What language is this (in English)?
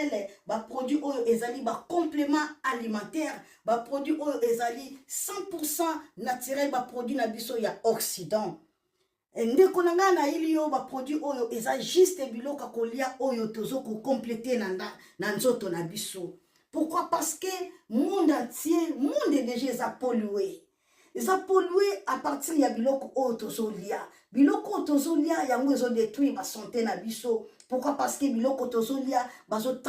Lingala